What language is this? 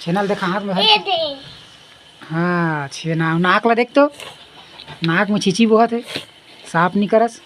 Chhattisgarhi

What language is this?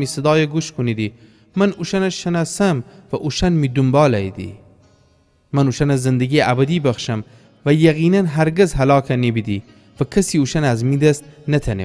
Gilaki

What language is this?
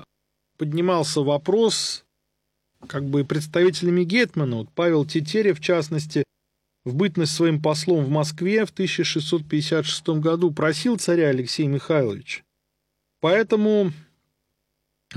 Russian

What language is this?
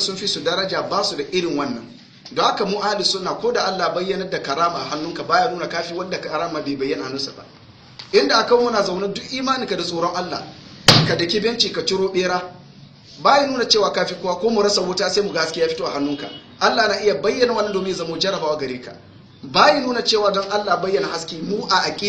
Hausa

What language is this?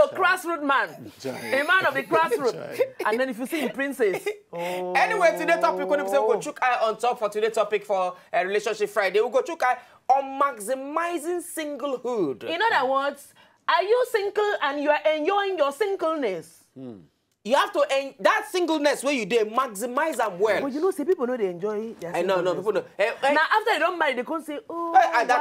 Nigerian Pidgin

